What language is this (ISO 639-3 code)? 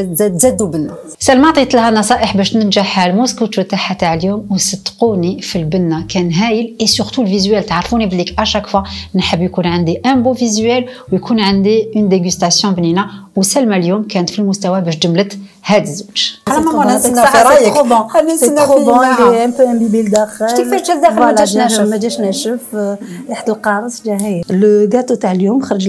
arq